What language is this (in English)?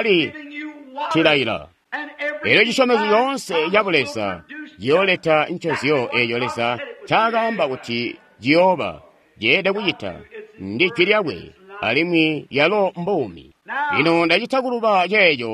Tonga (Zambia)